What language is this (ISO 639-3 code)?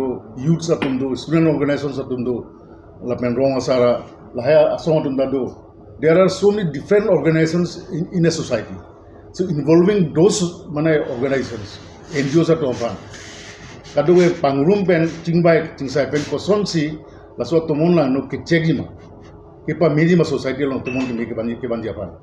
mjw